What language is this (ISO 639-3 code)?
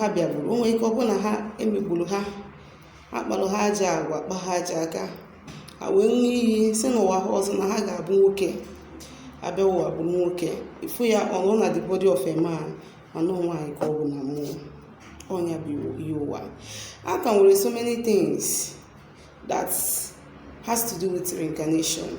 ibo